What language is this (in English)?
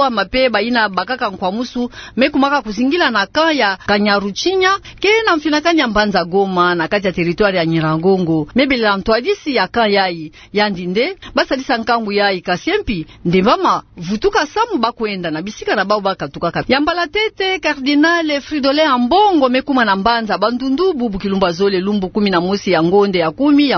Kituba (Democratic Republic of Congo)